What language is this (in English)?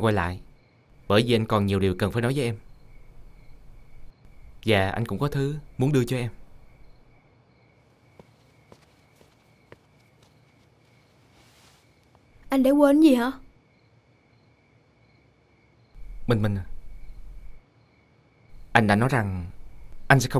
Vietnamese